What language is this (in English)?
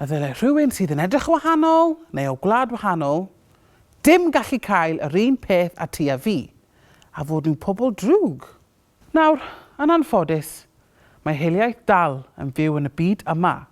Welsh